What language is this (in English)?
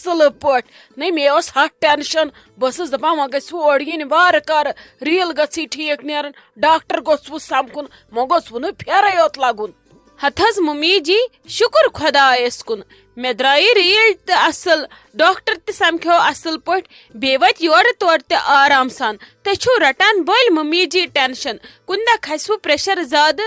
Kashmiri